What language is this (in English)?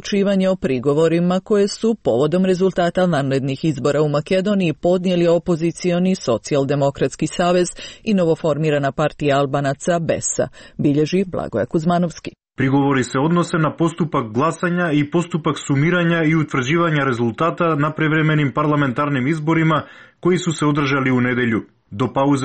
Serbian